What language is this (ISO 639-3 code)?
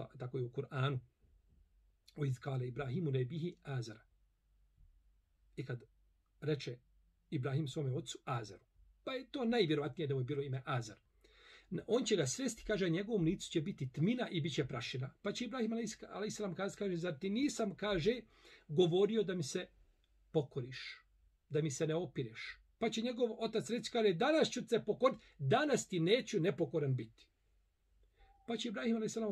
bos